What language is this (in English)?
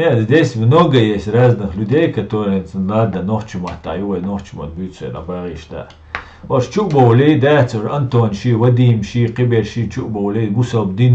Chechen